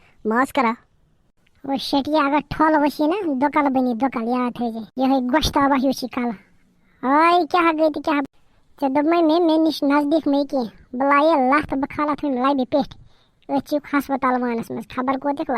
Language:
Kashmiri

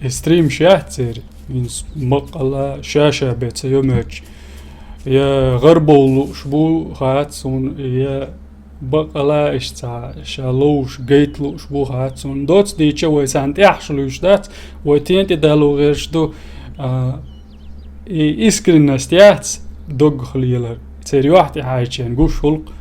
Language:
Chechen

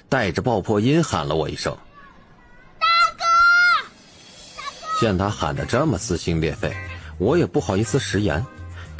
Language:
Chinese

